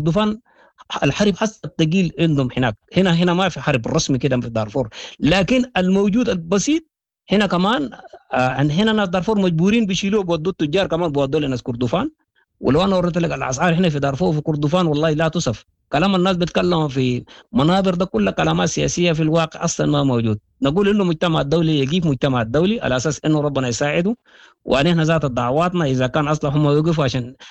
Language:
Sudanese Arabic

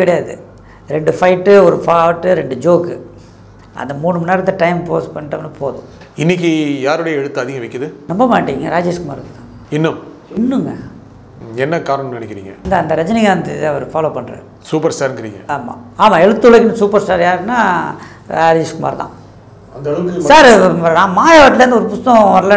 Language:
Tamil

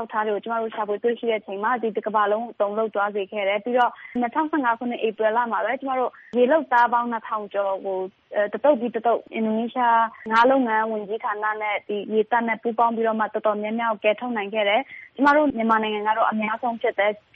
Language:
Burmese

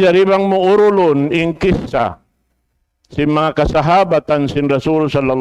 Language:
Tausug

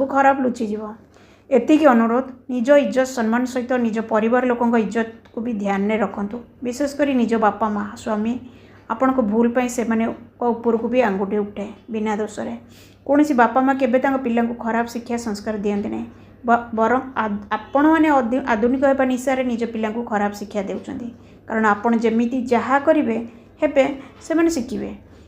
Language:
Odia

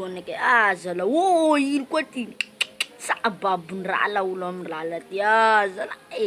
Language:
Malagasy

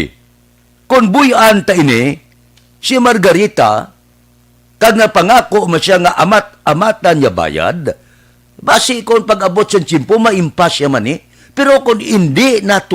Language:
Hiligaynon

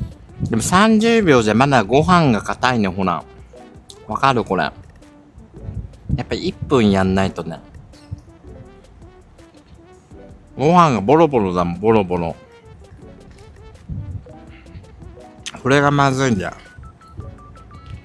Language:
Japanese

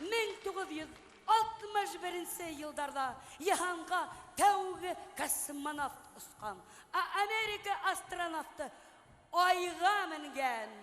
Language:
Bashkir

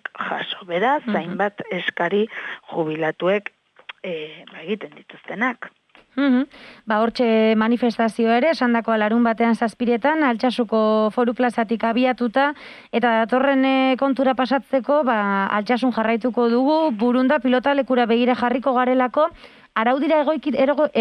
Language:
Basque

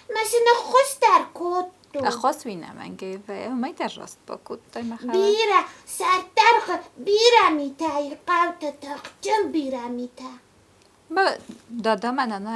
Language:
Ossetic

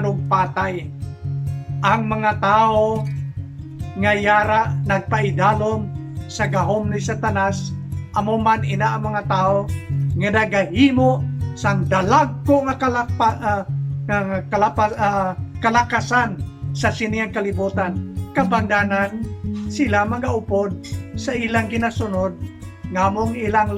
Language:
Hiligaynon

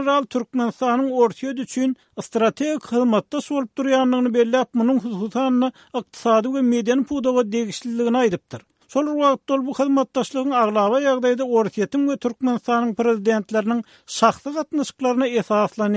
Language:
Turkmen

